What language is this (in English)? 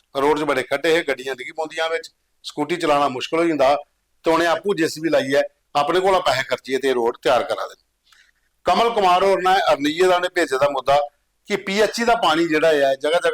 Dogri